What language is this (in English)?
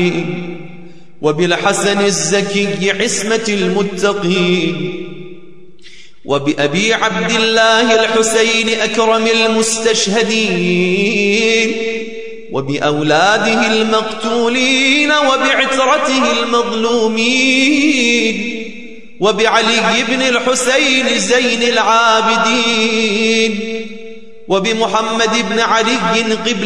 Arabic